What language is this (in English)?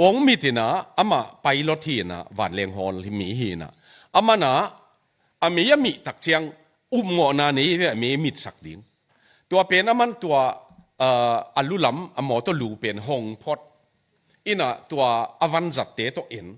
Tedim Chin